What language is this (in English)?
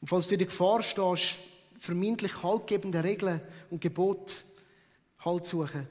Swiss German